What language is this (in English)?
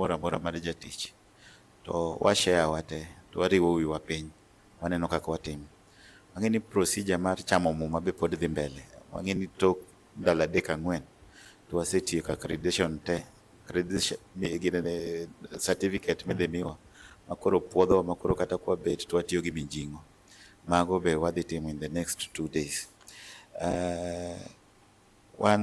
Luo (Kenya and Tanzania)